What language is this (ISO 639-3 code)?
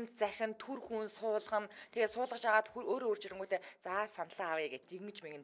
mon